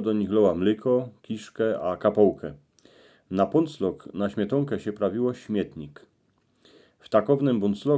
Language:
Silesian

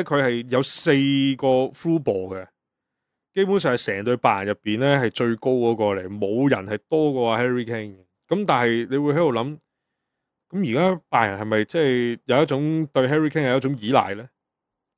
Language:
Cantonese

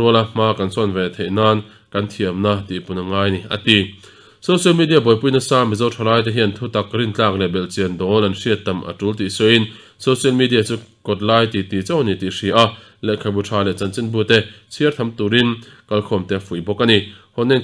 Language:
Mizo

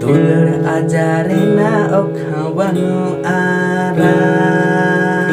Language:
Santali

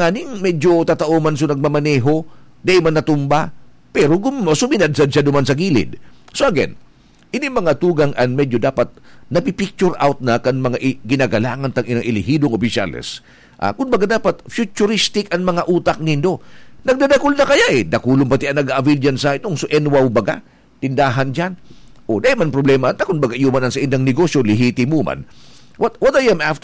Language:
Bikol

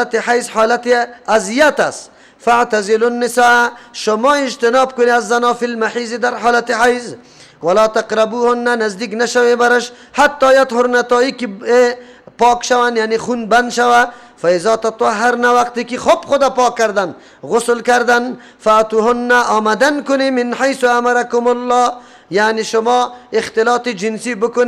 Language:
Persian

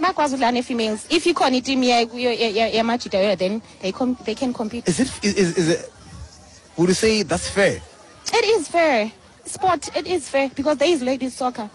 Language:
Xhosa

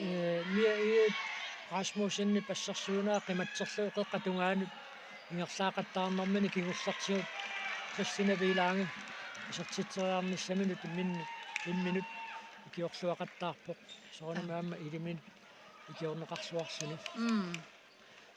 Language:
Kalaallisut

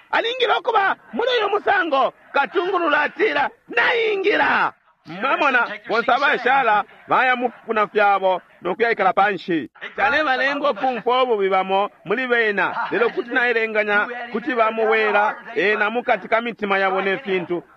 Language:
Bemba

